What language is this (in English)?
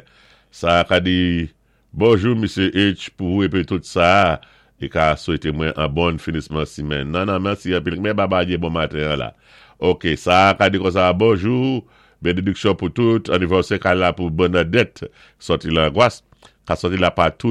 Saint Lucian Creole French